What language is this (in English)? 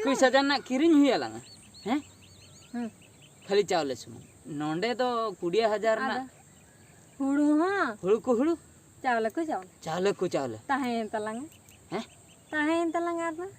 Santali